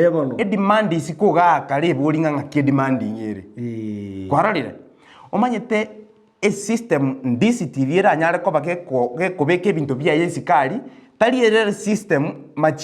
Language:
Gusii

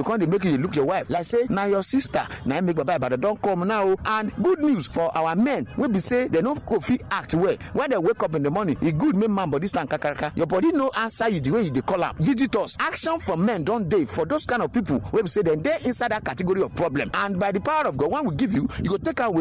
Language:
Nigerian Pidgin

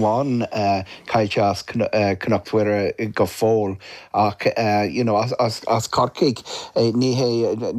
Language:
Irish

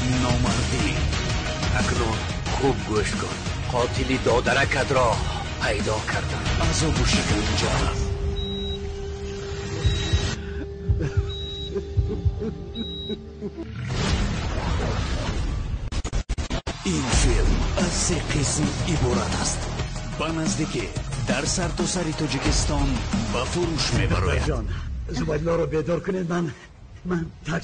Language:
Persian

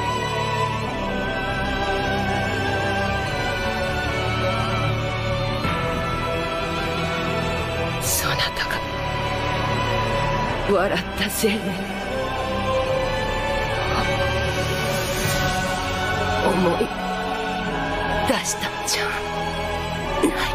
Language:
Japanese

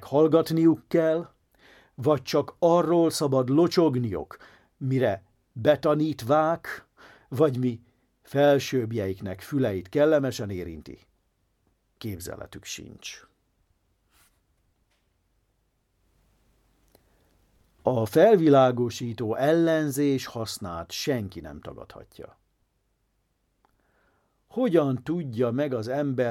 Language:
Hungarian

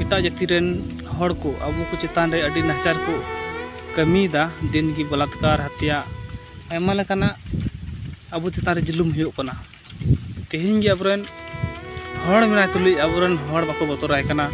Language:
Santali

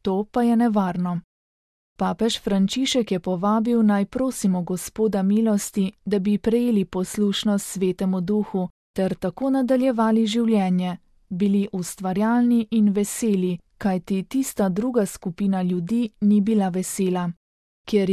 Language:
Slovenian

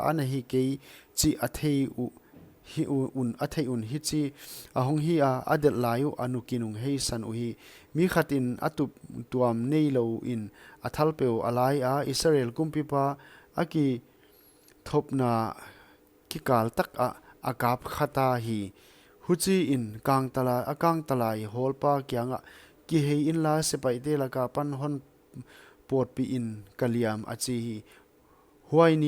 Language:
Paite Chin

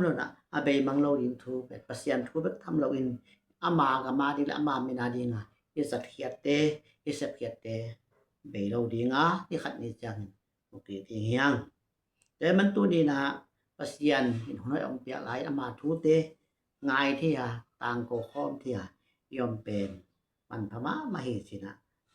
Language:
Tedim Chin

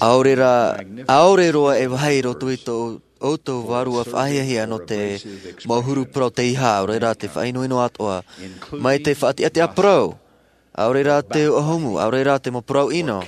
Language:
Tahitian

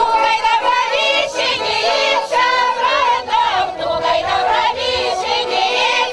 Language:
Chuvash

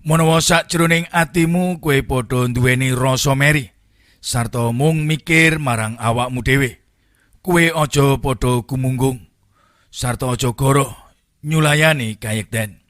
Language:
Javanese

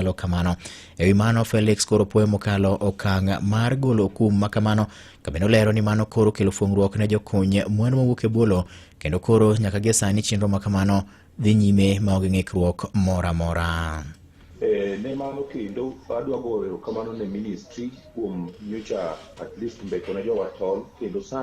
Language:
Luo (Kenya and Tanzania)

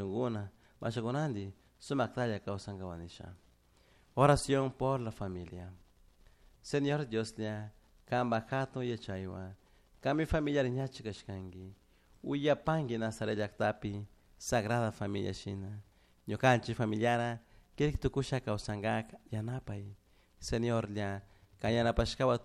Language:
Chimborazo Highland Quichua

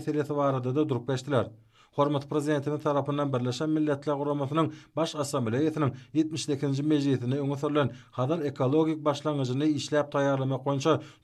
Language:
Turkmen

